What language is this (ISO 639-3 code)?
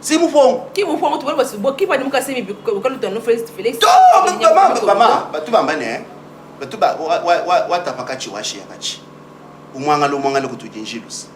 lua